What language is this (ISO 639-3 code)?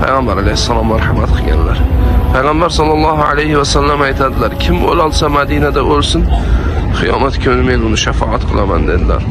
uzb